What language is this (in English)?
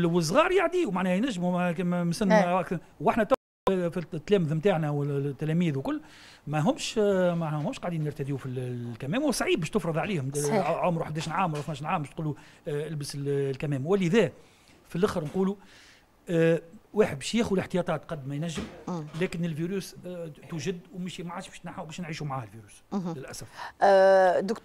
Tunisian Arabic